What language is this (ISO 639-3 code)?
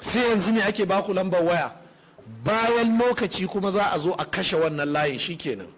hau